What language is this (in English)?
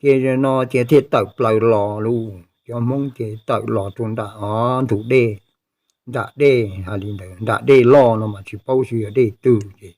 Hmong